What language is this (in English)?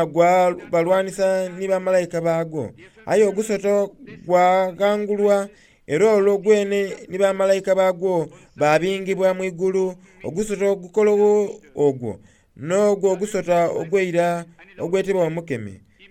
Soga